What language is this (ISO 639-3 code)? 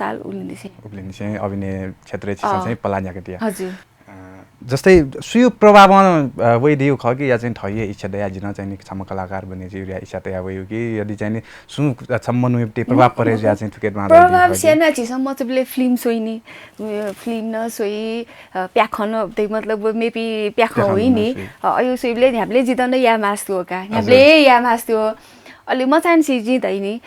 new